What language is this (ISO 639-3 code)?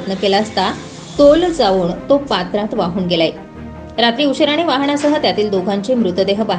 mar